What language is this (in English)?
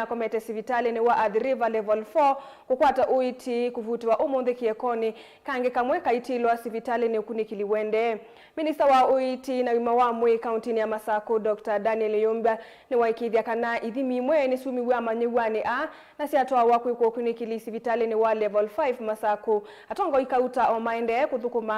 Kamba